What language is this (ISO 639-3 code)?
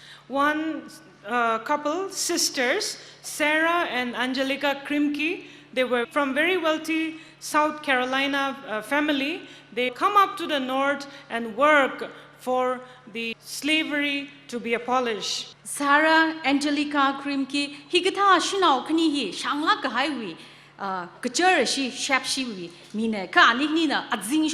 nmf